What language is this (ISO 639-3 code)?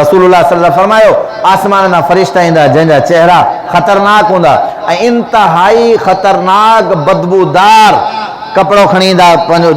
snd